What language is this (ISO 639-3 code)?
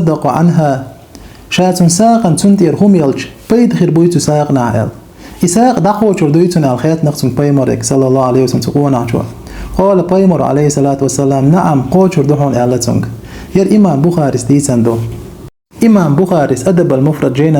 che